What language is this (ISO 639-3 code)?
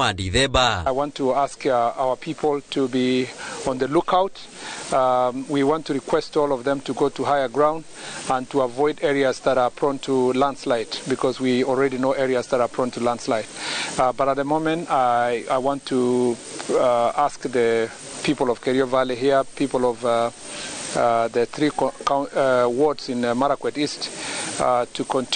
kik